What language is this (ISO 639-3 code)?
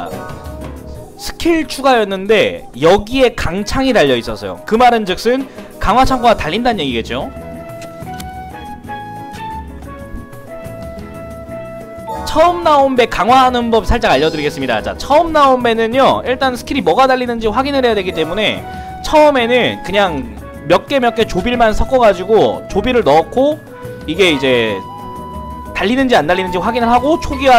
kor